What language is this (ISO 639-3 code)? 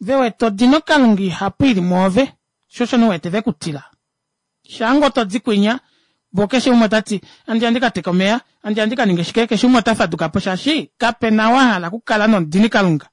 kua